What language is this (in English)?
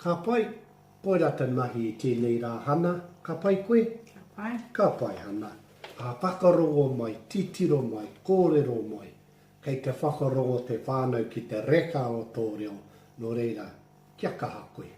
Māori